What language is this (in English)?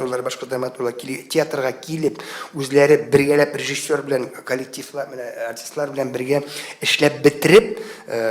Tatar